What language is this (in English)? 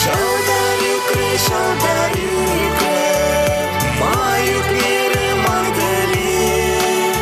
Chuvash